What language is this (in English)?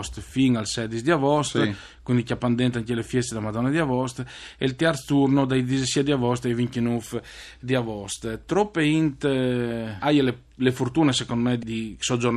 Friulian